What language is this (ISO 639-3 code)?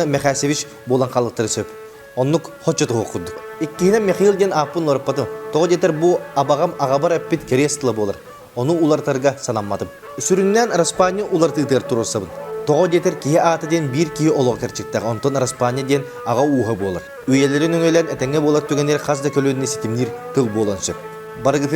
sah